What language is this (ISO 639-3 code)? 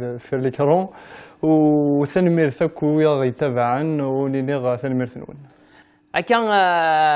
kab